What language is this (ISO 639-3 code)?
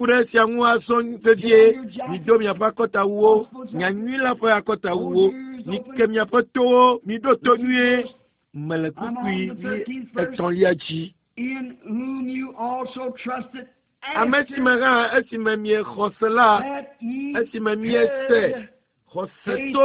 ewe